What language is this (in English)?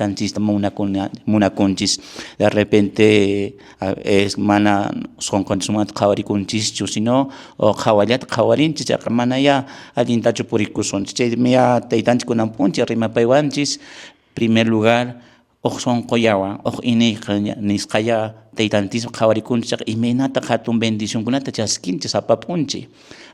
Quechua